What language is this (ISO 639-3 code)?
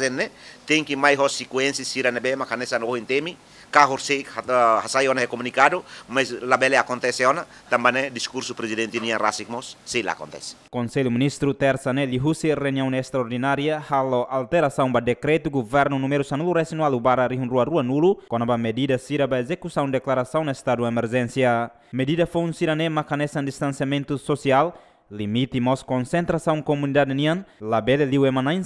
tet